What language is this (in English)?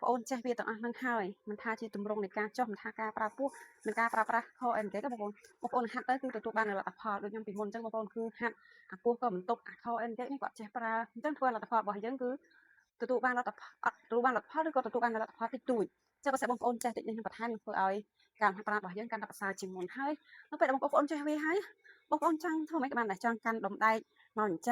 Khmer